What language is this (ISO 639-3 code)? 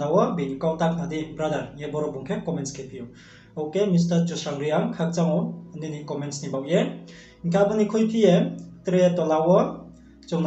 ria